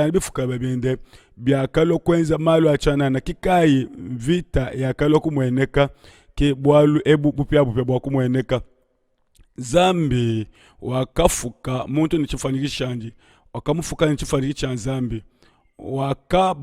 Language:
Luba-Lulua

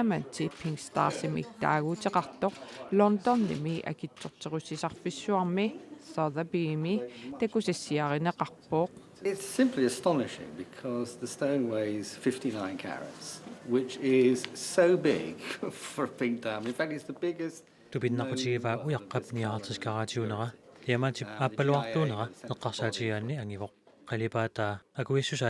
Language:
Kalaallisut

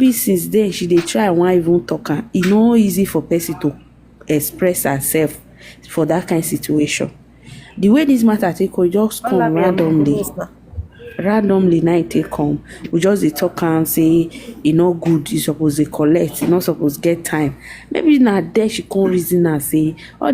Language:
Nigerian Pidgin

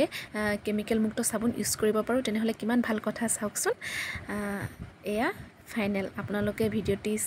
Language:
Assamese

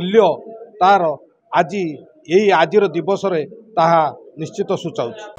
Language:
Odia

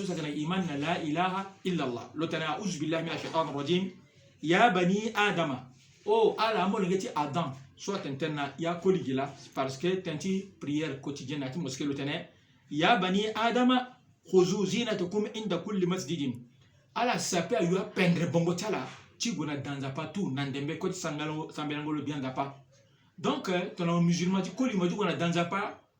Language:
Sango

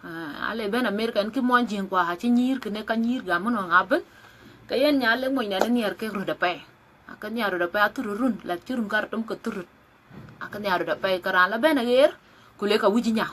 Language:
Dinka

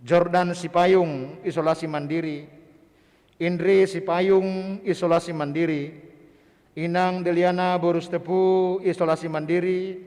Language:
Batak Simalungun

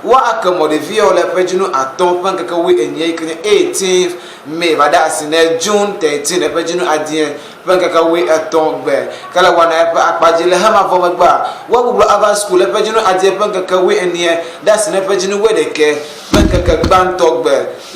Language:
Ewe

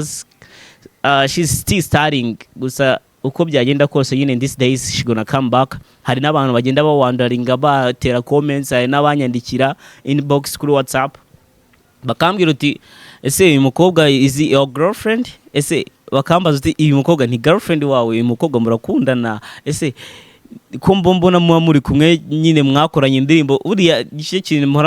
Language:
Kinyarwanda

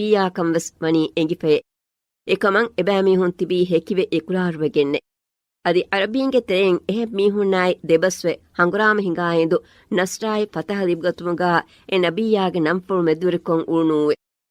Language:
Divehi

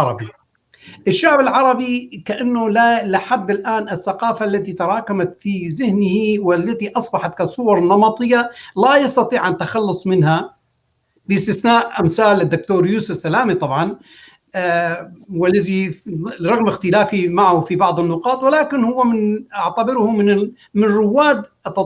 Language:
North Levantine Arabic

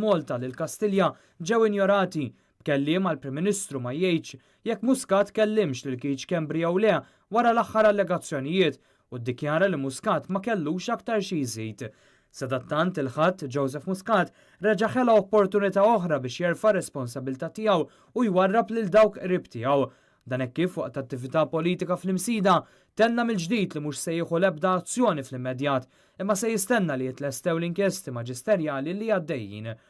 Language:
Maltese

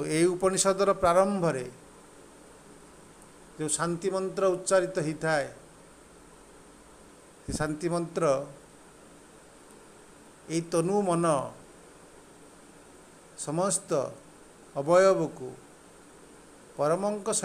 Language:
Odia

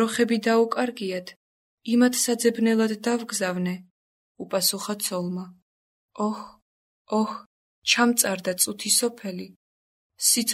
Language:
Georgian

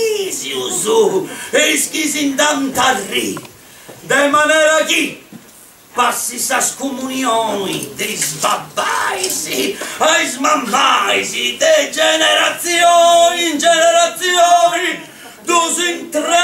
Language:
Sardinian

